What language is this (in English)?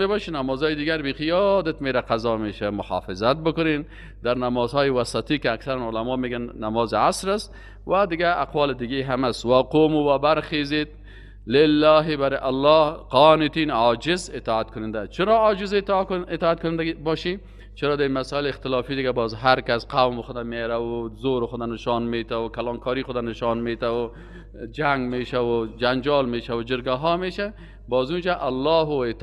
Persian